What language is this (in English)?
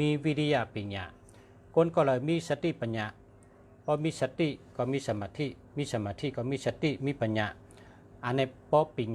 Shan